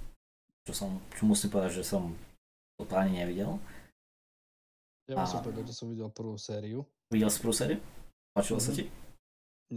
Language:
Slovak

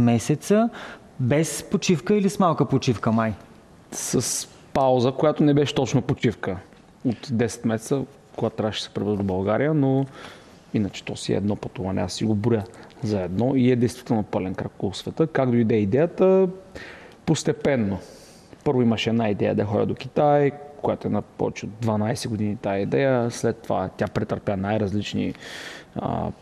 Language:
Bulgarian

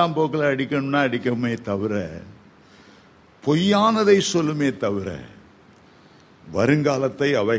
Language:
Tamil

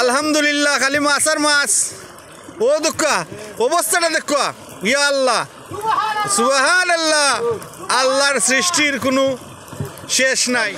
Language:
Sylheti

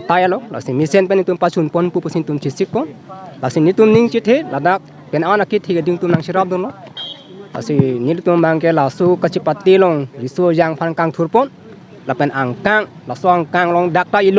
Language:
Karbi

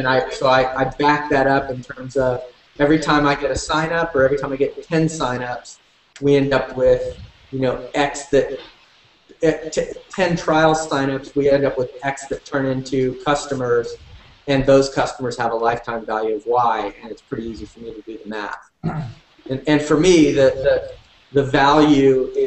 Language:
English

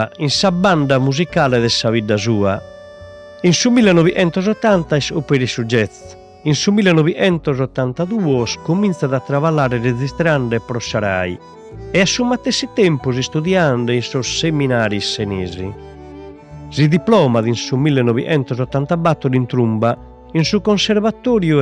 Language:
Sardinian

